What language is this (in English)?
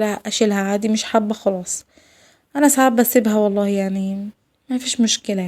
Egyptian Arabic